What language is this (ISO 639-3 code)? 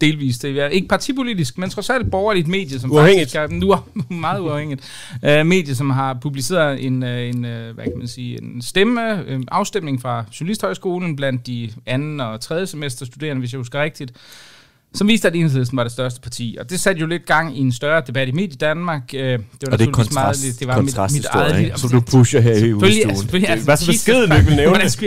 dan